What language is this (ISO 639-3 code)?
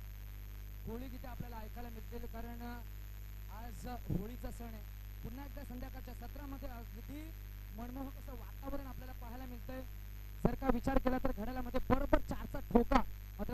mar